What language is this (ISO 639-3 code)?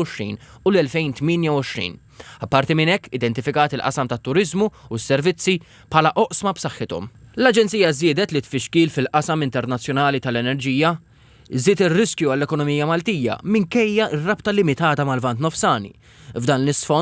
mlt